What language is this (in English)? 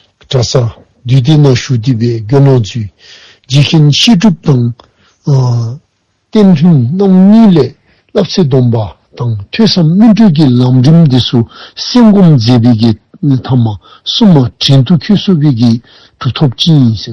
Dzongkha